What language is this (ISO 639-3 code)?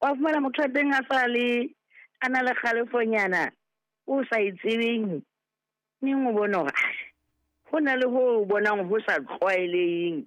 sot